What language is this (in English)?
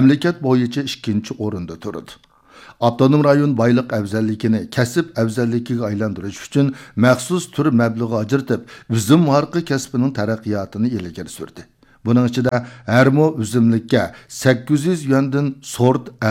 Uyghur